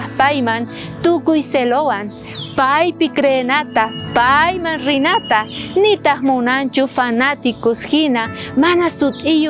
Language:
South Bolivian Quechua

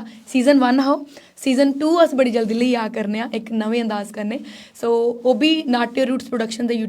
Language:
Dogri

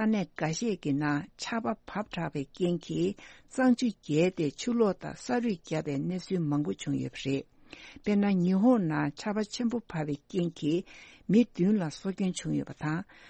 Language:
Tibetan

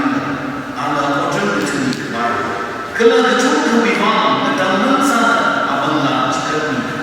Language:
Tangkhul Naga (India)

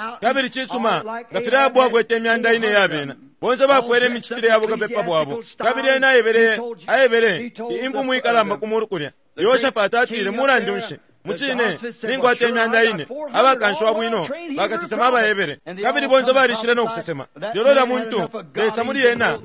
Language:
Bemba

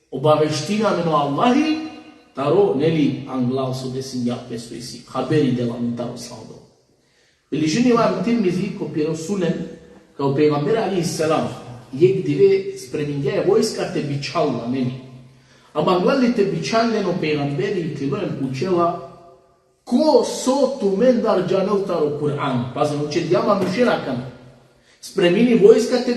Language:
Balkan Romani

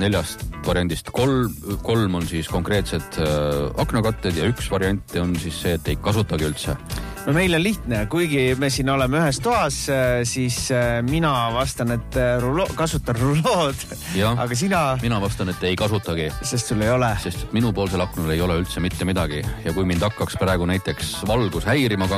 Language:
Estonian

